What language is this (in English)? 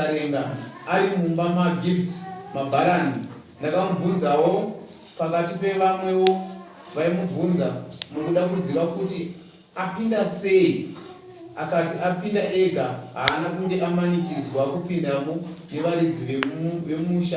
Shona